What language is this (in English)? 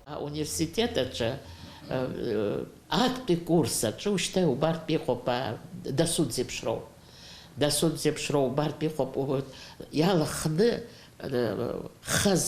Abkhazian